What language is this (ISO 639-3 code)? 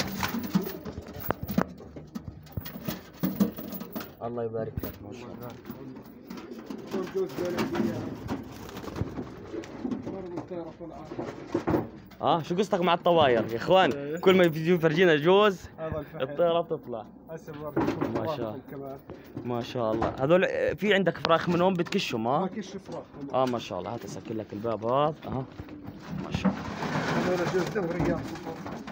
ajp